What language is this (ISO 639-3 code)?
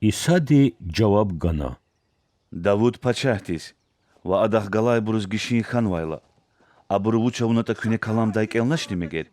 lez